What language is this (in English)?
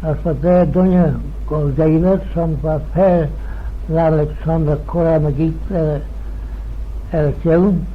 Manx